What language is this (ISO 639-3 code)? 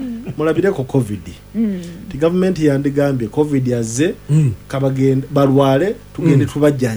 lug